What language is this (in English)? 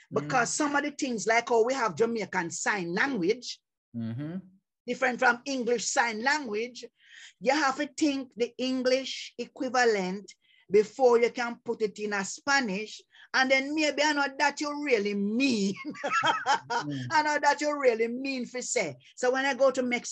Jamaican Creole English